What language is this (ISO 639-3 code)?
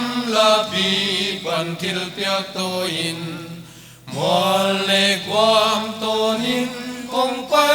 pck